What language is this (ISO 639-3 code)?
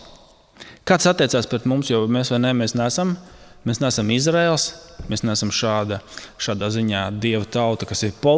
lav